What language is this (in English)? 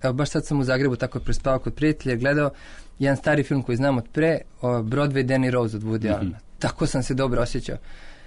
Serbian